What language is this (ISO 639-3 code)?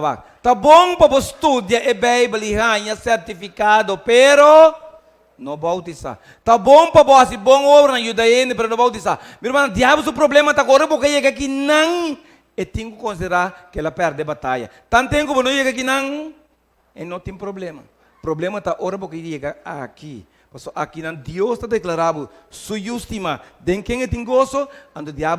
pap